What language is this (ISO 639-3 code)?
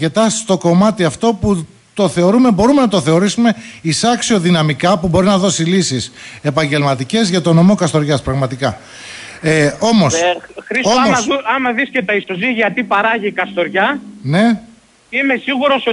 ell